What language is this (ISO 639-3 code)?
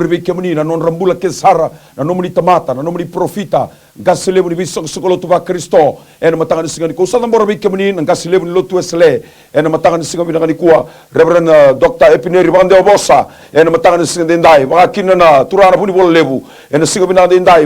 fij